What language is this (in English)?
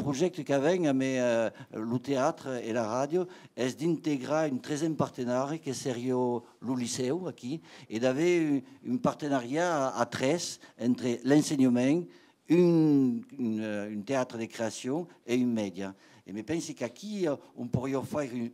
Occitan